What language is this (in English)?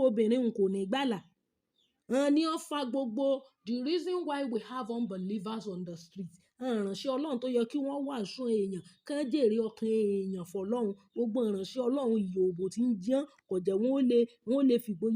Yoruba